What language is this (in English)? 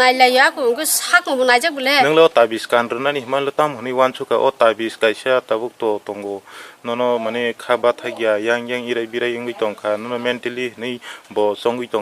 Kok Borok